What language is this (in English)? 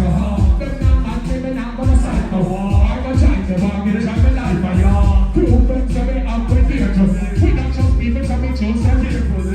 Jamaican Creole English